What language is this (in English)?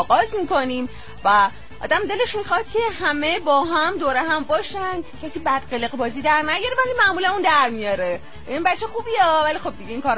Persian